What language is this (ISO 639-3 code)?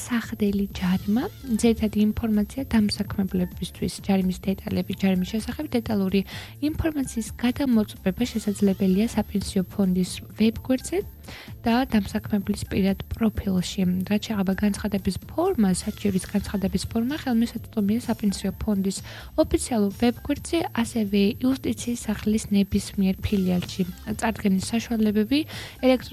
kat